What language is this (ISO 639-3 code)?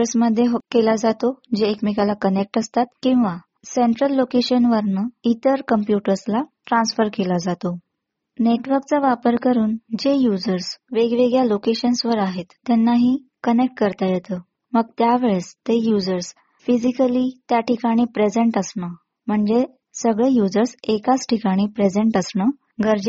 mar